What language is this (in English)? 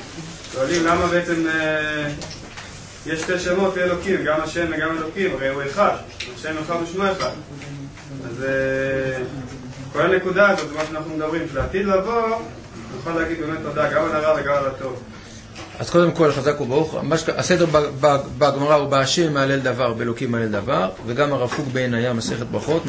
Hebrew